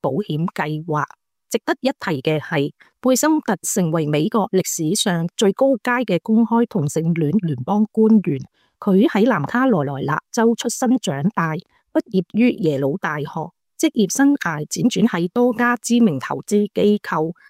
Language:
Cantonese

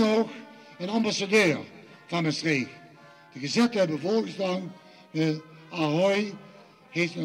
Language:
Limburgish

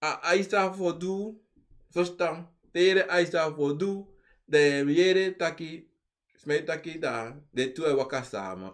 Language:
Sranan Tongo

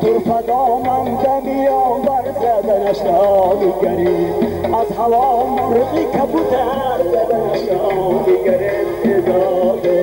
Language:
Tajik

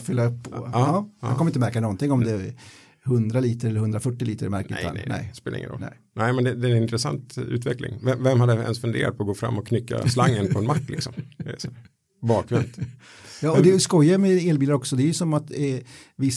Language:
Swedish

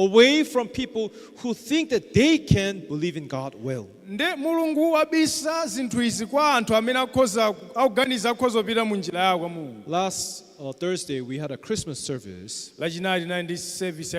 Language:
Nyanja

